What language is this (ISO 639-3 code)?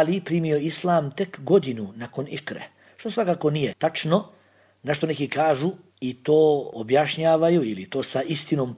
bos